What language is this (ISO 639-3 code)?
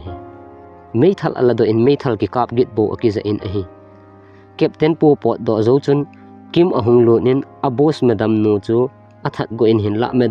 tcz